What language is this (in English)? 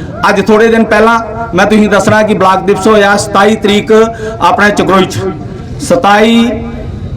Dogri